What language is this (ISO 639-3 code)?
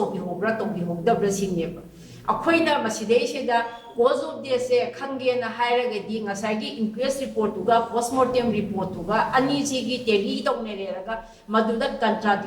mni